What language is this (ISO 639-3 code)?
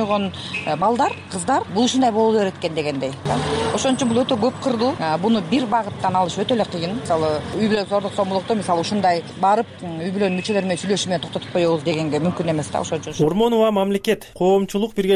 kir